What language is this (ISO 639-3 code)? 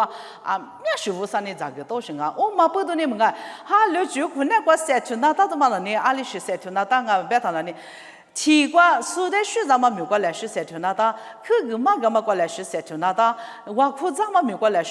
lis